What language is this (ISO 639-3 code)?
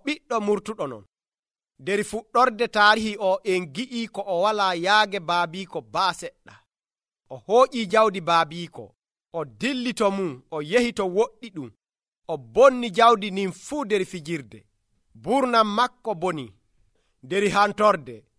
fuv